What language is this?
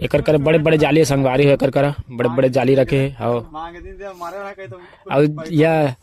Chhattisgarhi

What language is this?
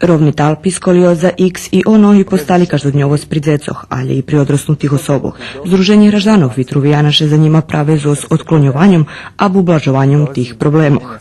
Rusyn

